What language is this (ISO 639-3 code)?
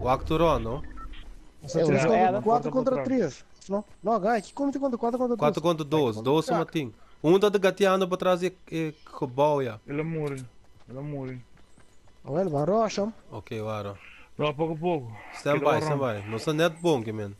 pap